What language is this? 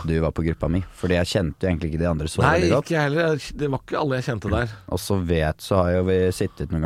Norwegian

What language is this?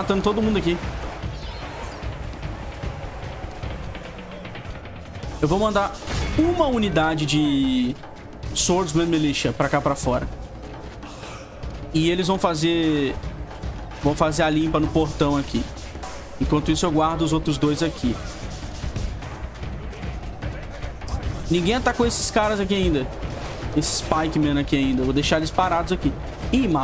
Portuguese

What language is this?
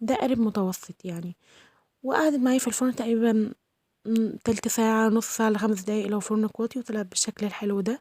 Egyptian Arabic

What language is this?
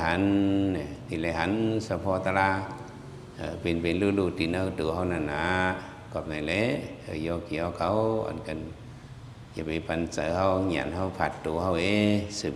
Shan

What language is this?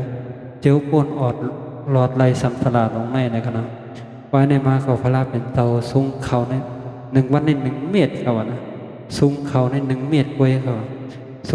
Shan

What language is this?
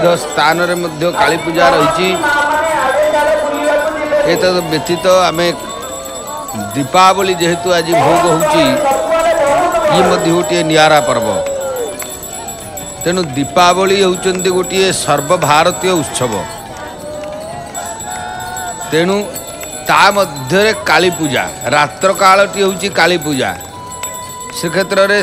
Odia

